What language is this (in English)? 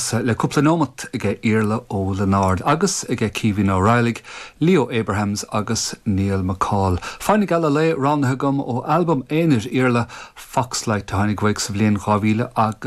Irish